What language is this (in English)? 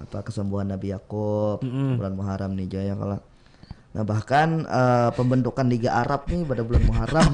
Banjar